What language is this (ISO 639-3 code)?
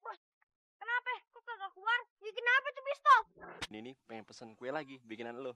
bew